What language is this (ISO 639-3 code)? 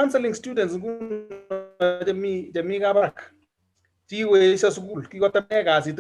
kln